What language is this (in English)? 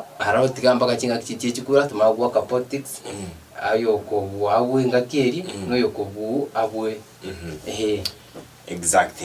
Gusii